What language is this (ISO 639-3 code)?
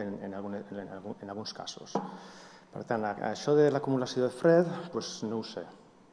cat